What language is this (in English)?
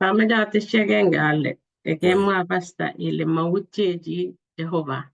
Kalenjin